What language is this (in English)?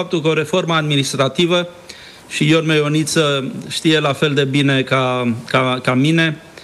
Romanian